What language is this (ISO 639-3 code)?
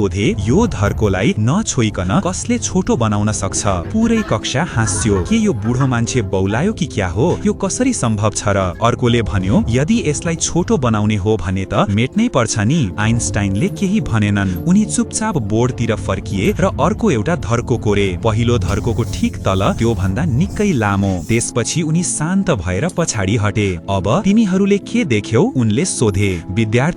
nep